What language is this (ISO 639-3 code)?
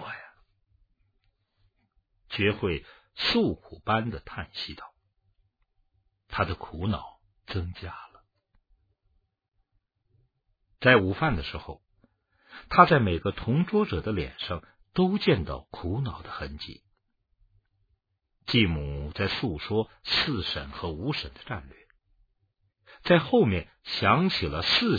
zho